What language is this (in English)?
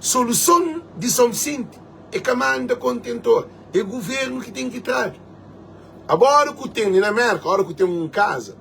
Kabuverdianu